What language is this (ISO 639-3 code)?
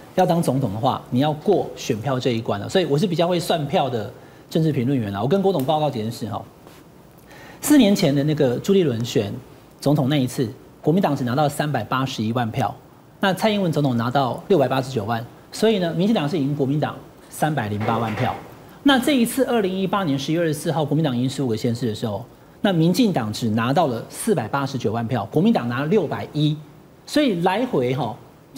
zho